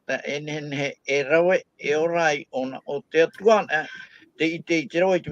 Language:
Tahitian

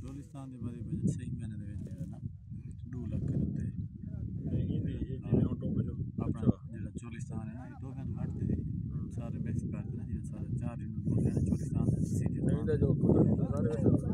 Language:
Saraiki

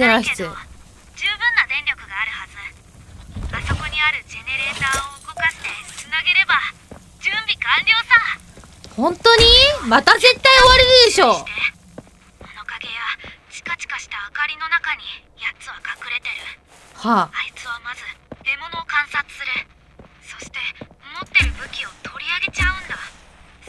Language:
Japanese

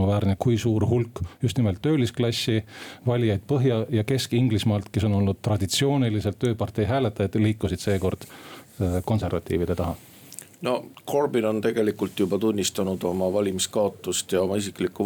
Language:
Estonian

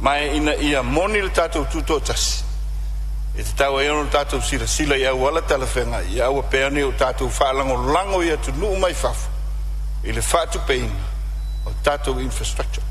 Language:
Samoan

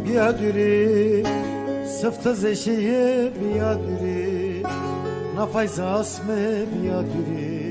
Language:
Zaza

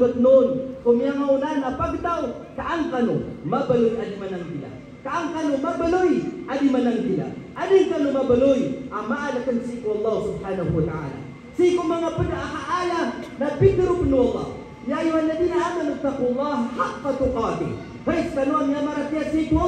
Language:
Maranao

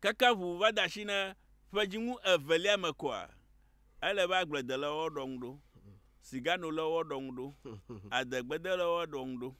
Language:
Ewe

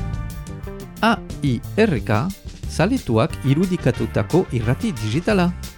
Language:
Basque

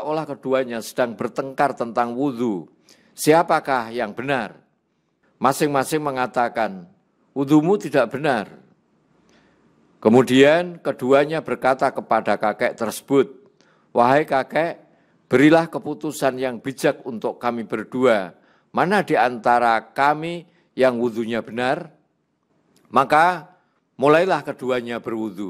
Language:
Indonesian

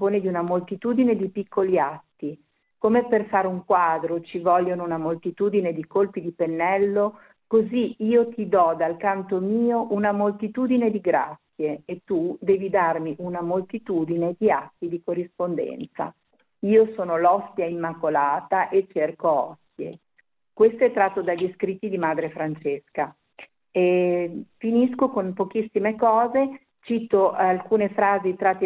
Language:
Italian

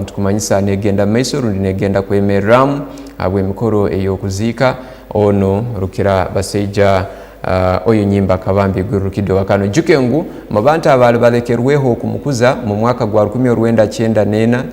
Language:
Tooro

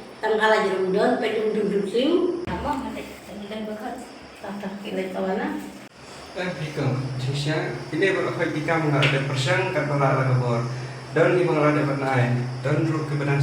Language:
Khasi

